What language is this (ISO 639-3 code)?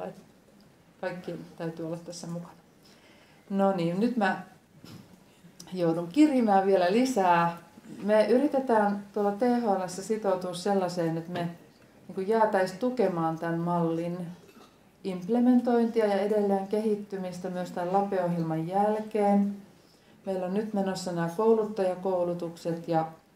fin